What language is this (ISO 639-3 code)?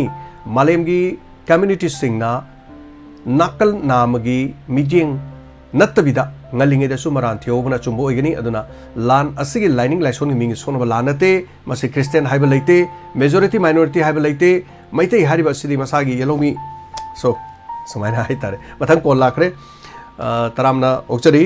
mni